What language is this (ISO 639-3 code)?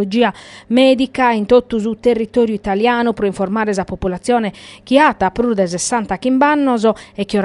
srd